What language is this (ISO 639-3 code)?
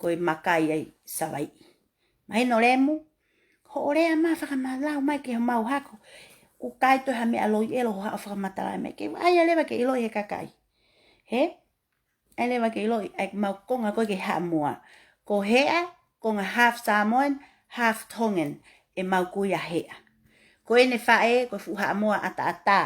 ton